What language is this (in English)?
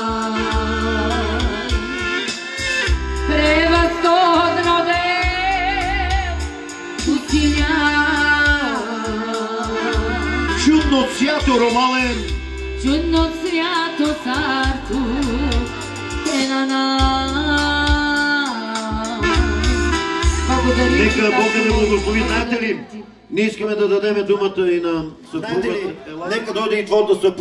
Bulgarian